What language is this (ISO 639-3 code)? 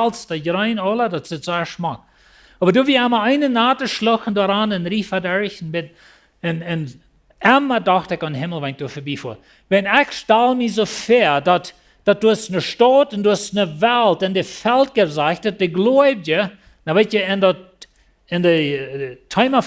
pdt